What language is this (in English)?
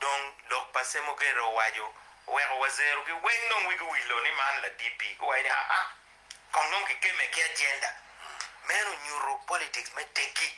Acoli